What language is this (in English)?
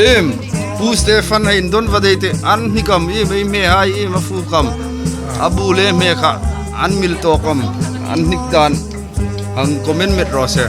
Hmar